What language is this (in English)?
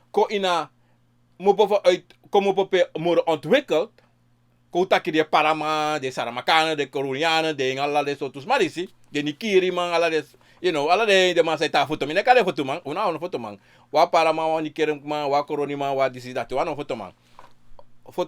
Sranan Tongo